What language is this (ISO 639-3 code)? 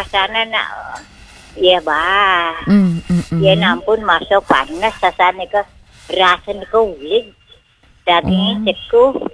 ban